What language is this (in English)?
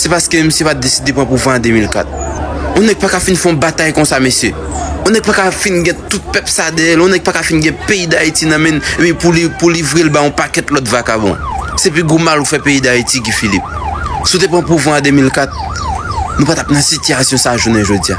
Haitian Creole